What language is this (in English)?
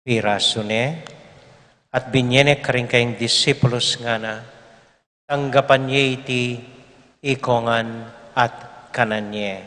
Pampanga